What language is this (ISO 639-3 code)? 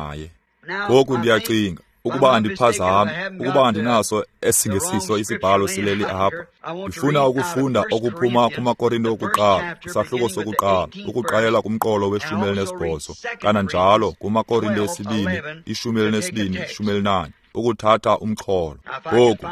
xho